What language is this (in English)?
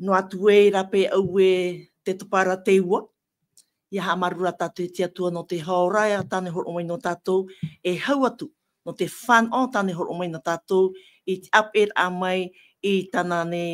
Tahitian